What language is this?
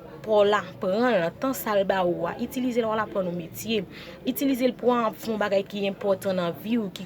Haitian Creole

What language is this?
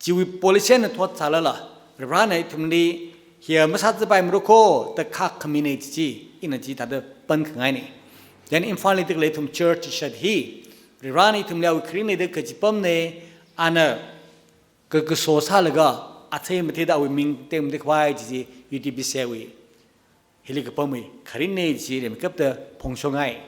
Tangkhul Naga (India)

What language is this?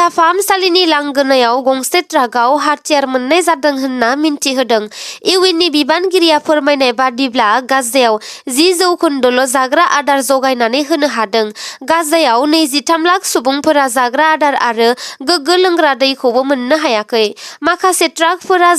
Bodo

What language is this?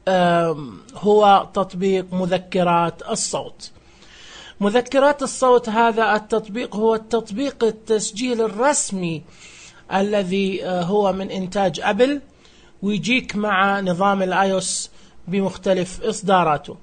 Najdi Arabic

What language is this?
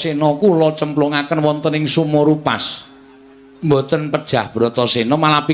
Javanese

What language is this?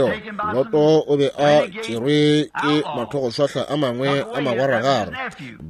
Northern Sotho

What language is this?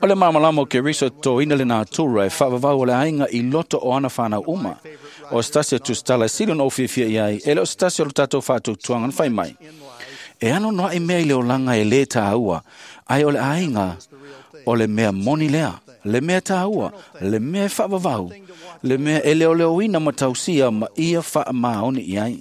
Samoan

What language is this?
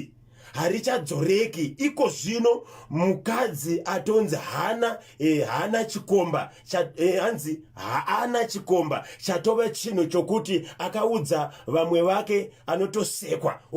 Shona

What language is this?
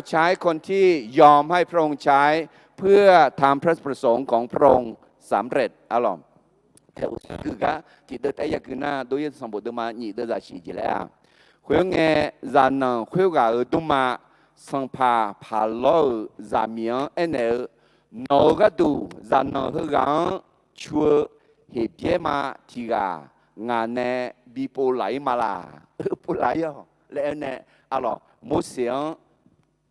Akha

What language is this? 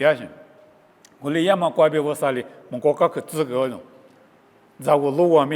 Lisu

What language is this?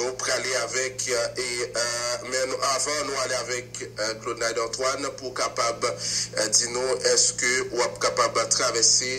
Haitian Creole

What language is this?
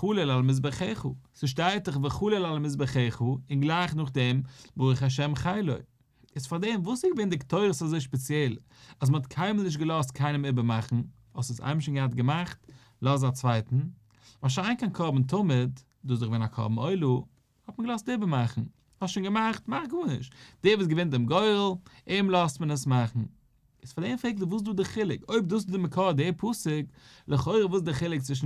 Yiddish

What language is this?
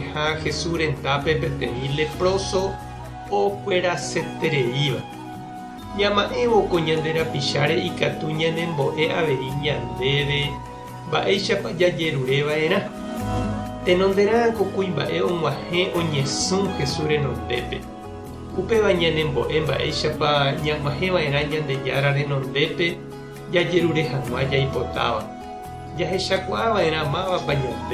Guarani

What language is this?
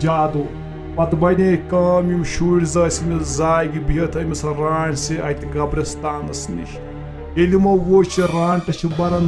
Kashmiri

